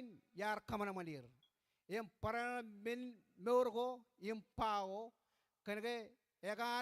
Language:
Marshallese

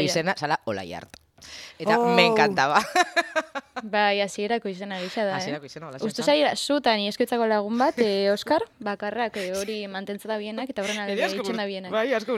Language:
Basque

